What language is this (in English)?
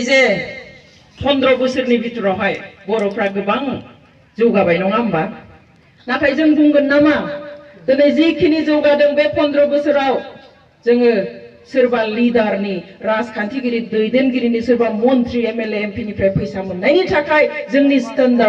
Bodo